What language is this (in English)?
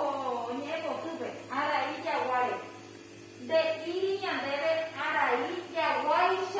Guarani